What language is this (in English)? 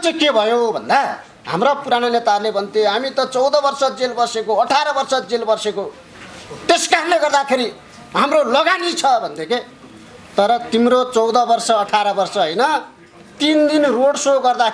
Nepali